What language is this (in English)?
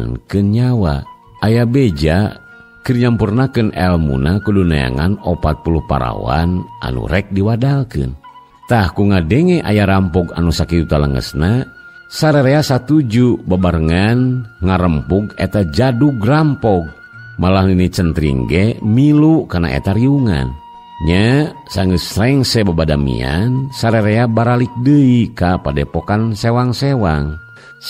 Sundanese